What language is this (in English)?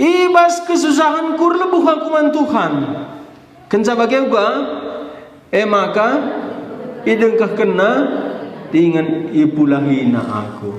Batak Karo